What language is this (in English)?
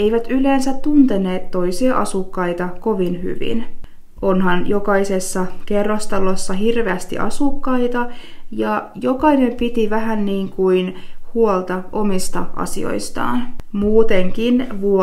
Finnish